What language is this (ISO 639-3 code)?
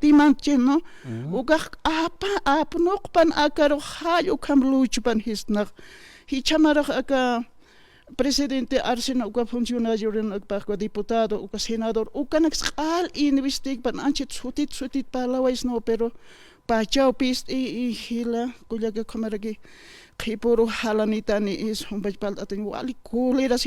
aym